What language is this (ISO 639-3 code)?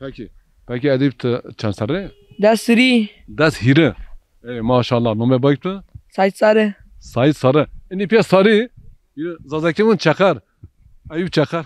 zza